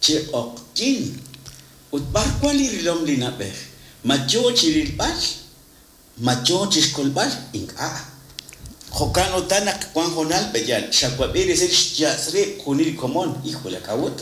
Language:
Kekchí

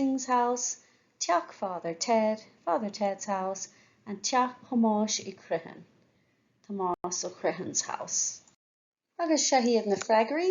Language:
Irish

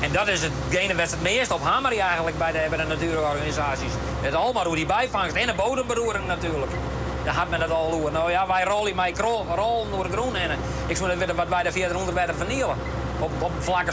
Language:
Western Frisian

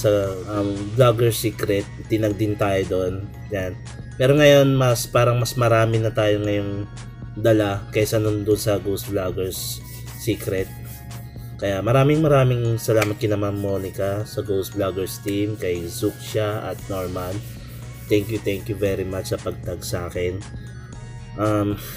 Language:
Filipino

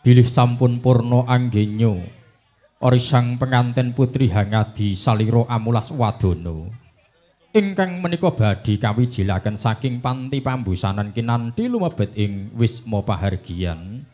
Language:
Javanese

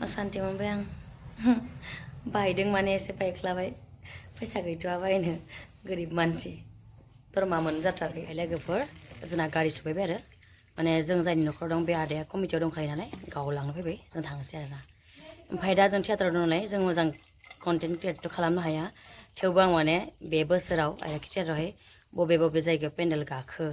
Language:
Bodo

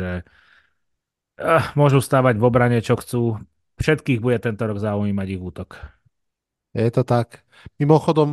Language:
Slovak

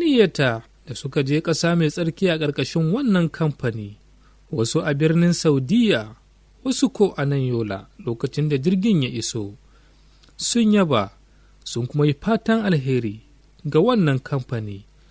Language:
Hausa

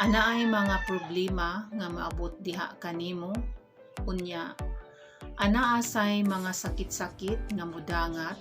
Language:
Cebuano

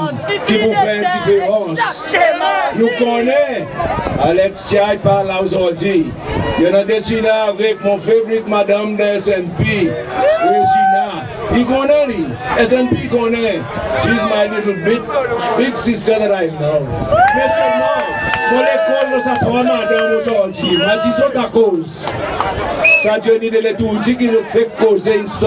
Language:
Seselwa Creole French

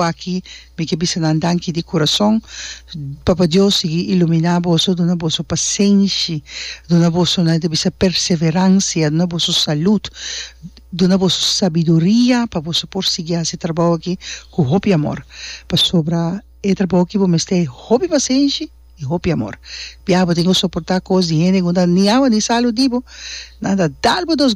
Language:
Papiamento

